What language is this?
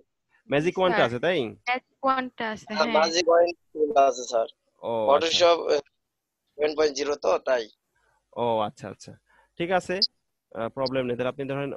Bangla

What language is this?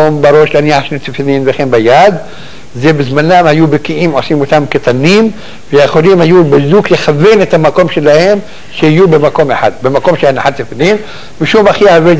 Hebrew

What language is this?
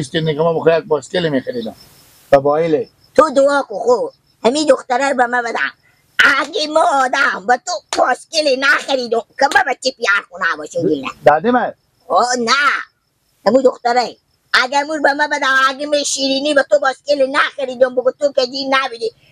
Persian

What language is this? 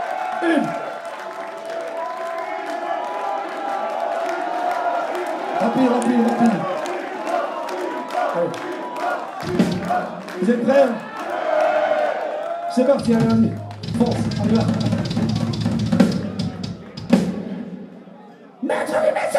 French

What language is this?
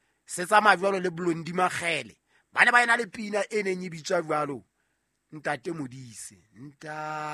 Southern Sotho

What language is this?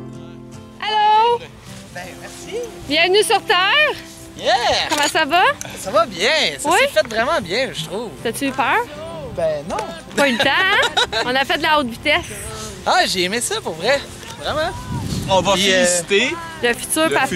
French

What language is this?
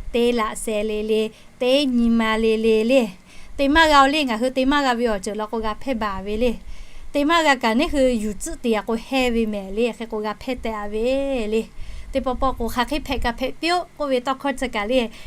Lahu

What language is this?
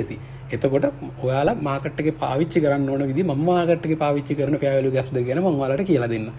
Sinhala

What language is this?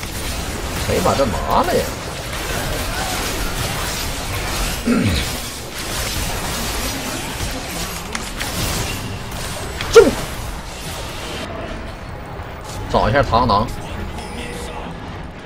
Chinese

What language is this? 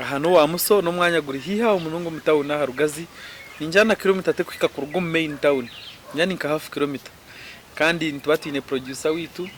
Nyankole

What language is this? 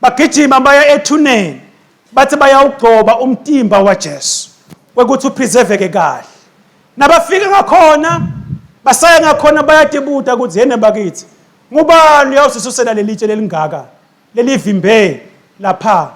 Swati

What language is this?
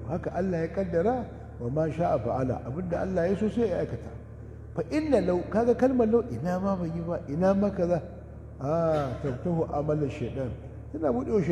Hausa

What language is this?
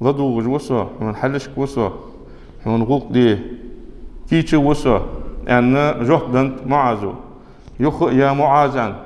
Ingush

